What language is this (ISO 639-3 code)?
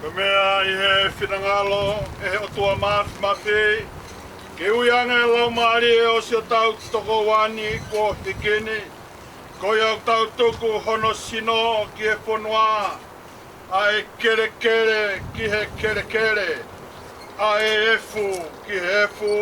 ton